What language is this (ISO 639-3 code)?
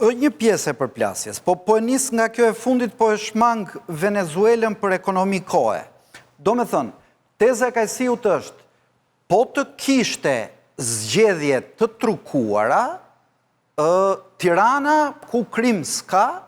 sqi